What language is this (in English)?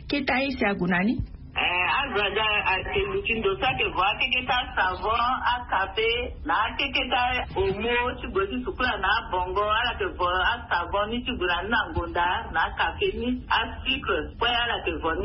Sango